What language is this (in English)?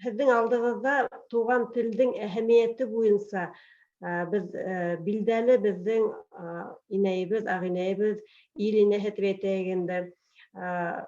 Bashkir